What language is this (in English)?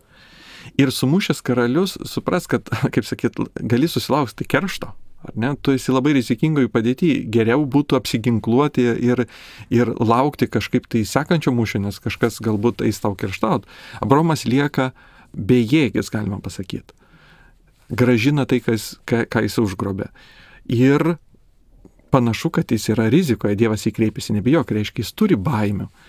Lithuanian